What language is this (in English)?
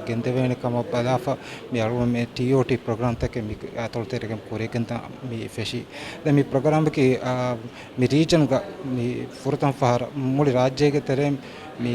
Divehi